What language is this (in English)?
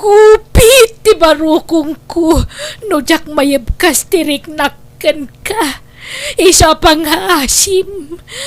Iloko